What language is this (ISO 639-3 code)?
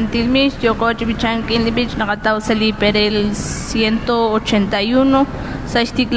kek